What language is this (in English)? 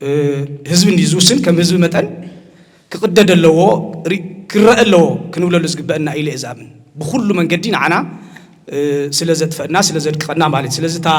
Tigrinya